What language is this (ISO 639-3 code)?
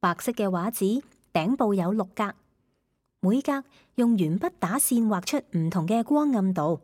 yue